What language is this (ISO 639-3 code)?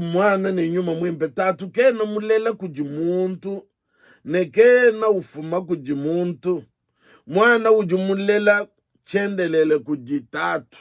lua